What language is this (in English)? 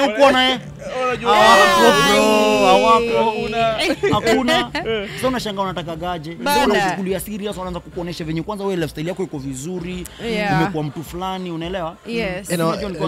Swahili